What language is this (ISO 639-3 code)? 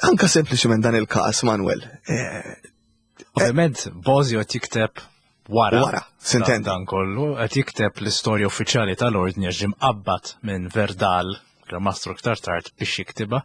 mlt